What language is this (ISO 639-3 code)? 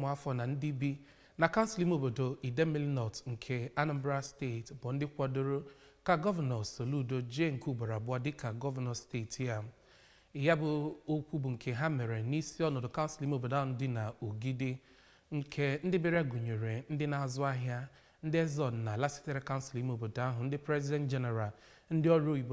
ibo